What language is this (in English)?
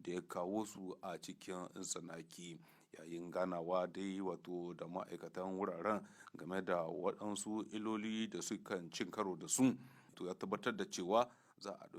Hausa